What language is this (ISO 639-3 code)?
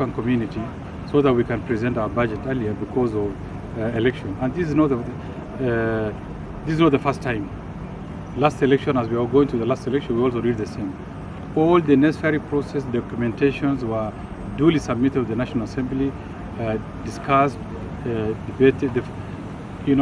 guz